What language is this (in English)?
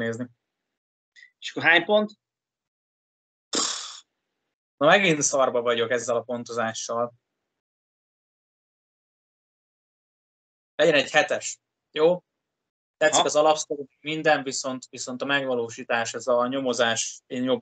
Hungarian